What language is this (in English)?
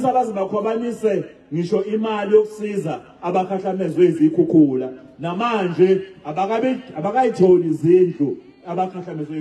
Zulu